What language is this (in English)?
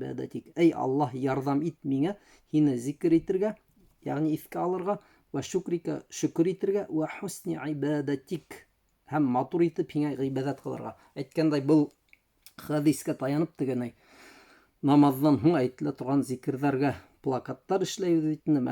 Bashkir